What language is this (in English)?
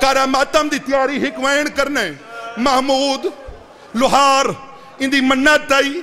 Saraiki